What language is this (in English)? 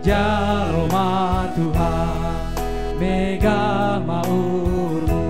Batak Simalungun